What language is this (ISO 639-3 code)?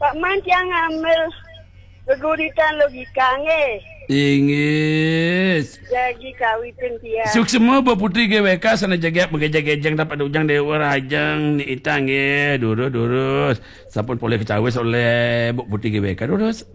ban